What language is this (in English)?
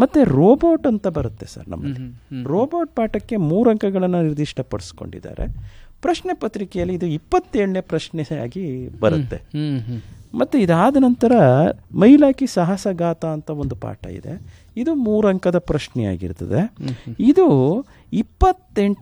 Kannada